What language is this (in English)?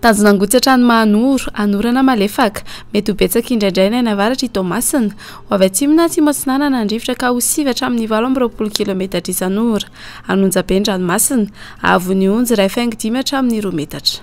Malagasy